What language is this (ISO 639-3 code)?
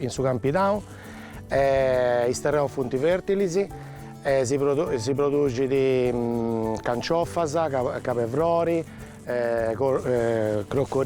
srd